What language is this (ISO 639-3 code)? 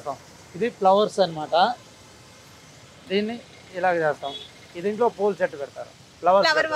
tel